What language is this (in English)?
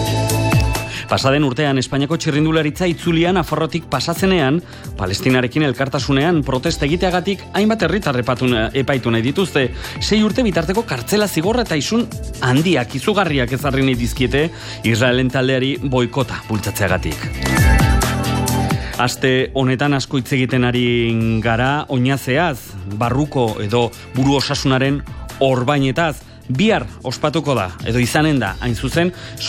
Basque